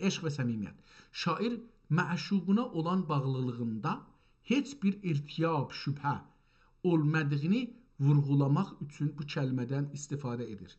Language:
South Azerbaijani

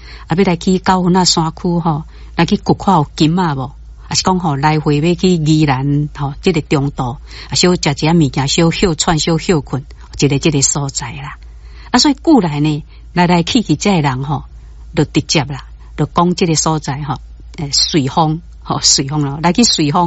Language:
Min Nan Chinese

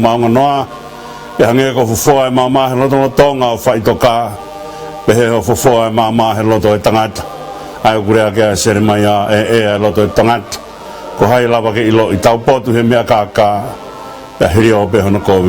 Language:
Tongan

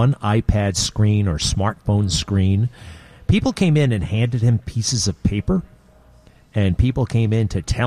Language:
English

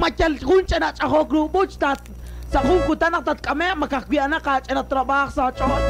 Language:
Kekchí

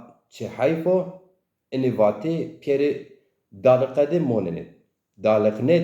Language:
Zaza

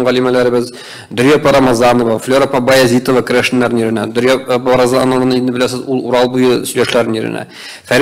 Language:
Tatar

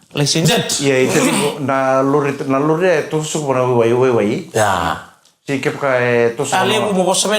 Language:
Fijian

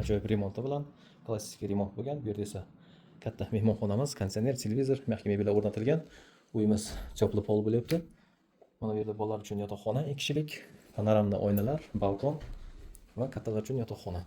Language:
Uzbek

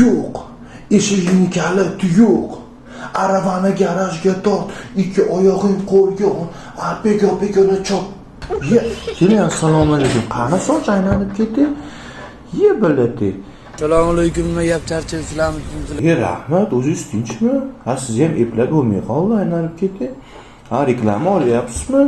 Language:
Uzbek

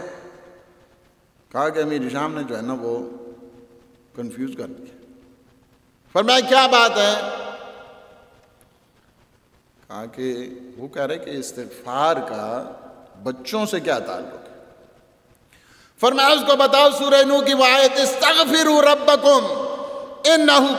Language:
Urdu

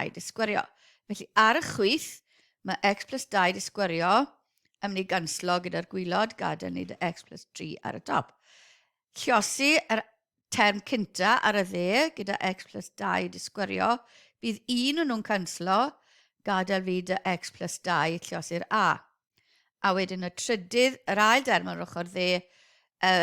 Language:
Welsh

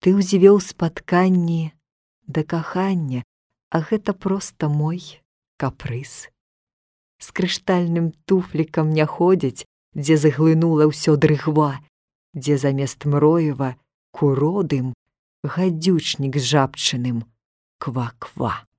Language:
Belarusian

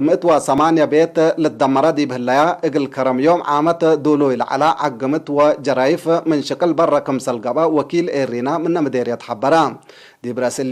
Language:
Tigre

